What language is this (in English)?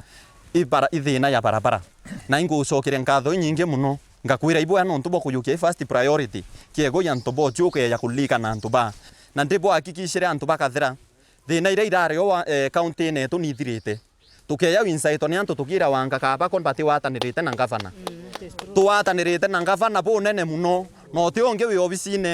Meru